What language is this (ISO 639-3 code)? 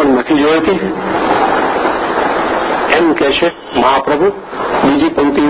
guj